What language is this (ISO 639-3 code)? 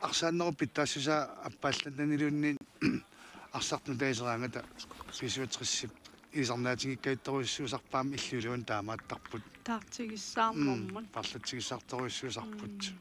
kal